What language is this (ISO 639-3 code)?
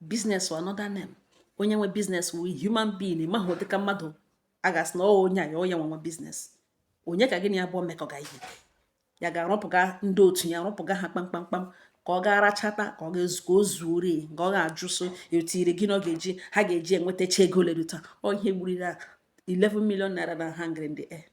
ibo